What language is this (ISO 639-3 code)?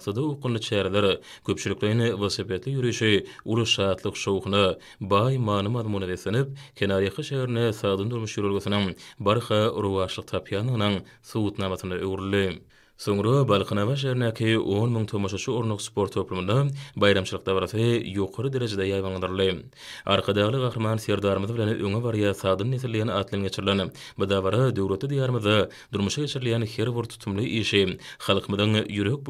tuk